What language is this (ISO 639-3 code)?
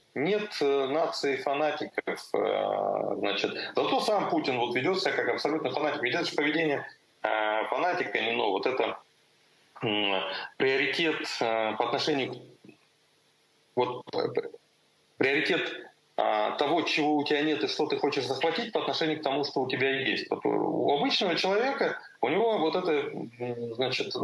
rus